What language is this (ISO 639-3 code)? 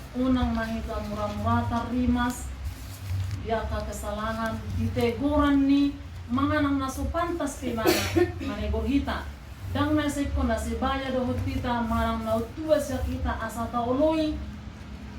bbc